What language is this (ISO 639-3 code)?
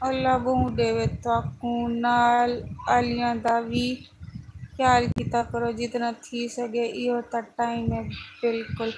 skr